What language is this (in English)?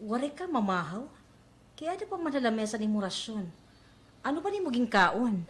Waray